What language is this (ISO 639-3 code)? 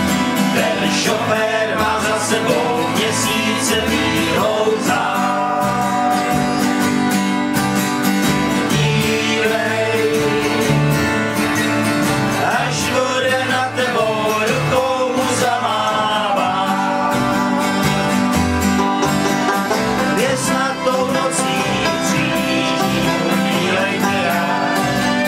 ces